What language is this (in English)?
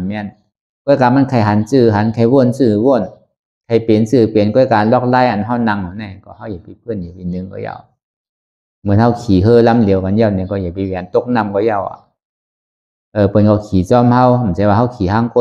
Shan